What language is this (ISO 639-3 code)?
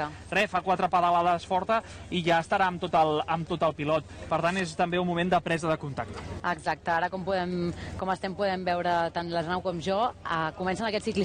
cat